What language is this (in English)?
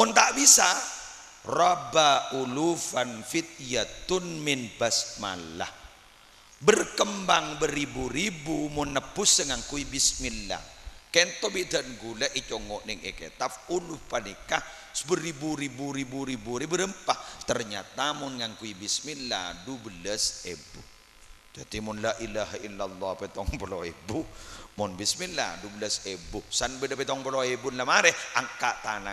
Madurese